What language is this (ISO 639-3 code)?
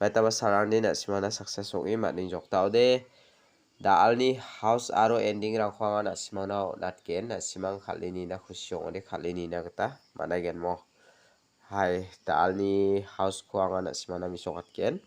grt